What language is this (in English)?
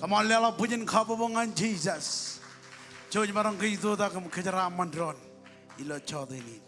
Marshallese